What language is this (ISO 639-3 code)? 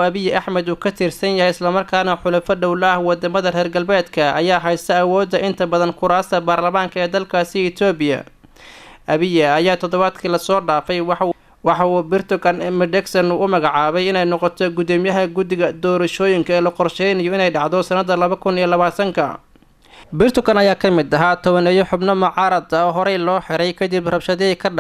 som